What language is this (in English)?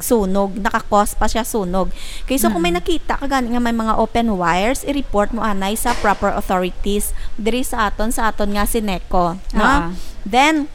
Hiligaynon